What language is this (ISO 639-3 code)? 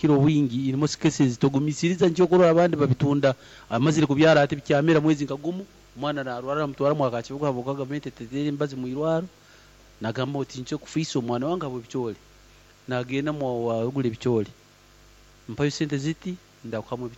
nyn